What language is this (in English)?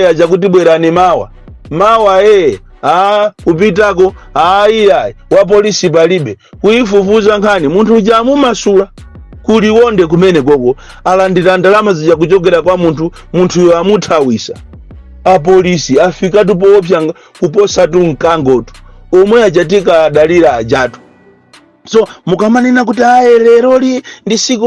Nyanja